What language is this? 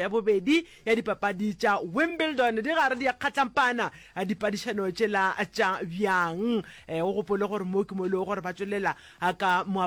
Northern Sotho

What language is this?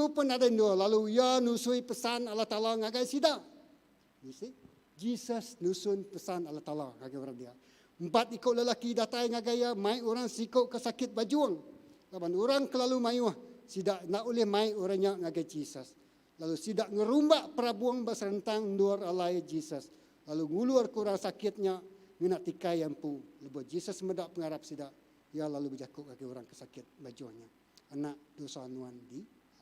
Iban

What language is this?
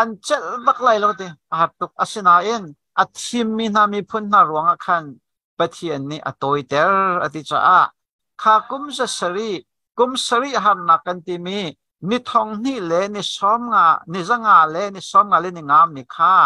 Hakha Chin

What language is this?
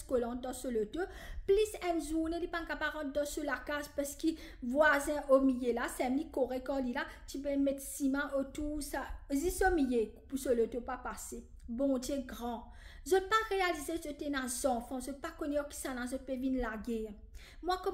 Morisyen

